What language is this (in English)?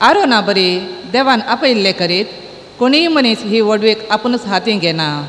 Konkani